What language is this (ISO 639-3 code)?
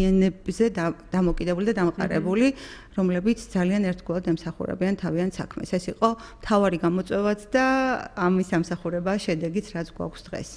kat